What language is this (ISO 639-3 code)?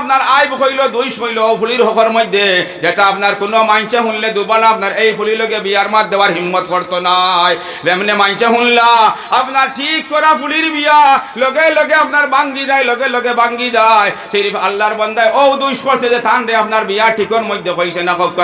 syl